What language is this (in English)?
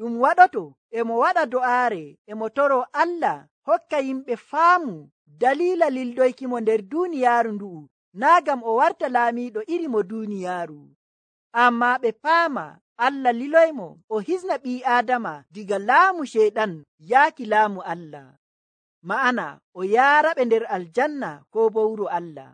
Nigerian Fulfulde